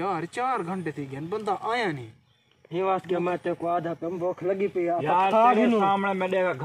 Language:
Saraiki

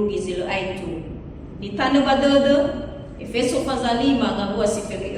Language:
Nias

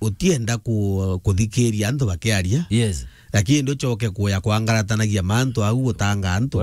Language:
Meru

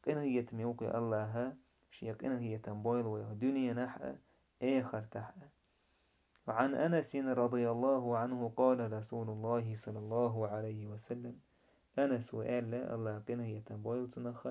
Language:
Chechen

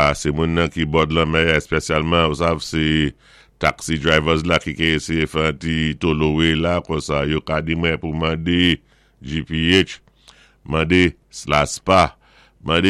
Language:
Saint Lucian Creole French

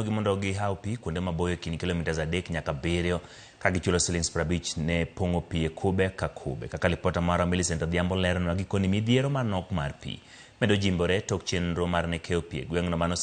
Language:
Luo (Kenya and Tanzania)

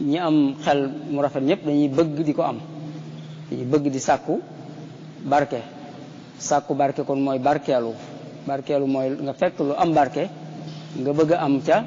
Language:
Wolof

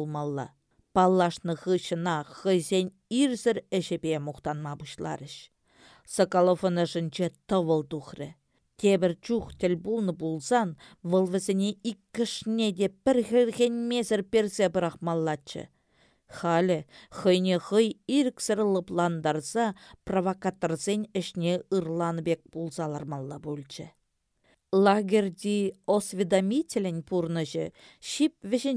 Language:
Chuvash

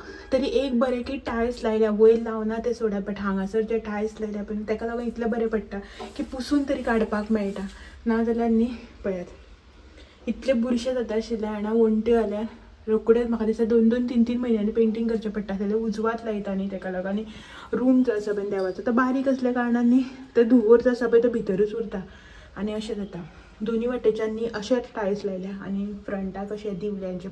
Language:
Konkani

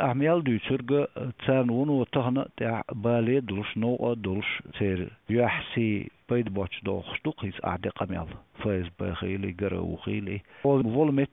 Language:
Chechen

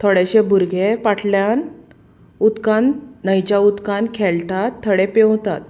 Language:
Konkani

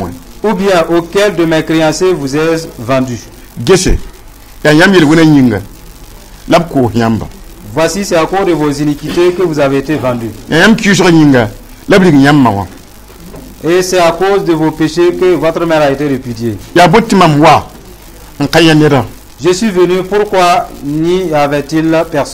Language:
Mossi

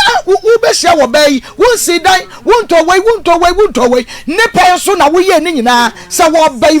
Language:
Akan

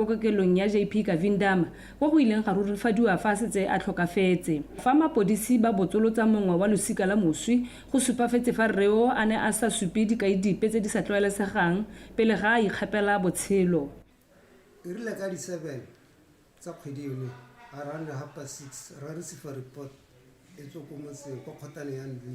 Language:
Tswana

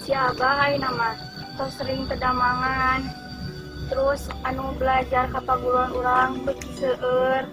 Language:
Sundanese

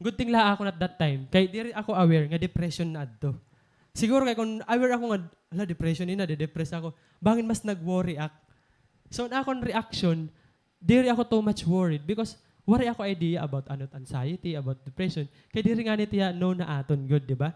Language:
Waray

